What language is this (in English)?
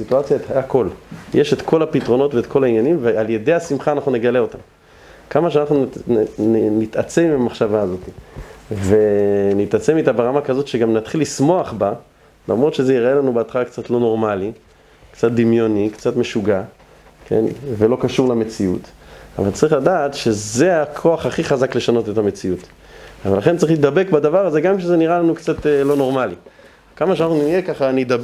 Hebrew